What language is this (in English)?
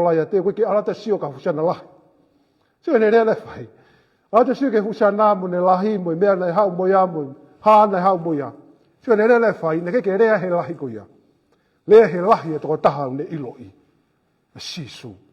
Tongan